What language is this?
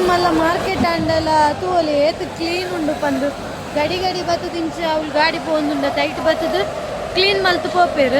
Tulu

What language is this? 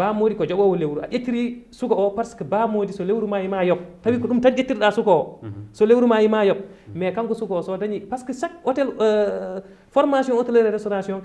Fula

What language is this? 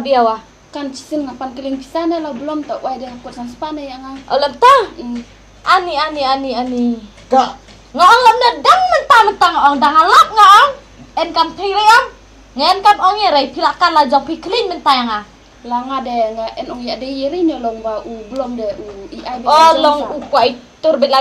Khasi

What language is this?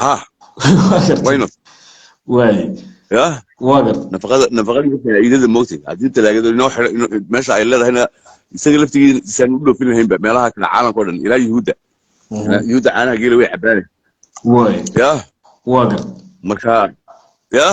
Somali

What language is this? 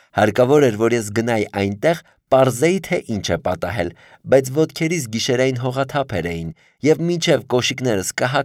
Armenian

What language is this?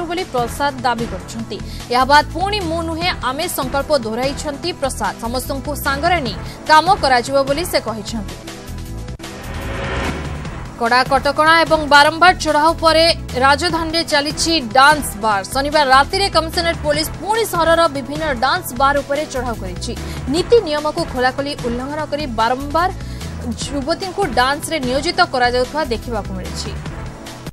Odia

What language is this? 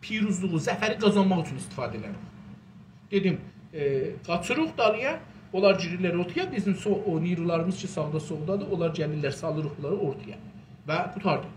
South Azerbaijani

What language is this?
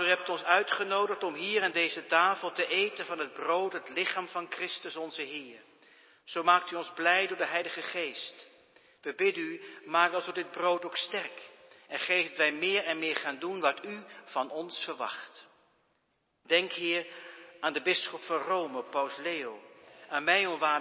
Dutch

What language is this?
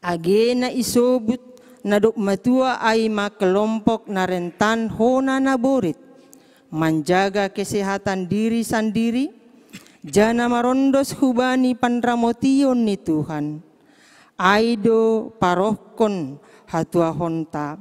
Batak Simalungun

